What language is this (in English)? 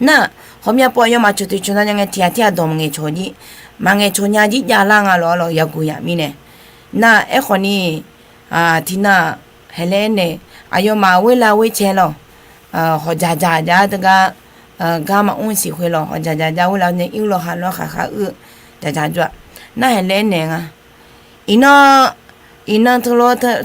Akha